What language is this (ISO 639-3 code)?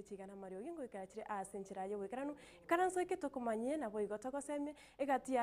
guz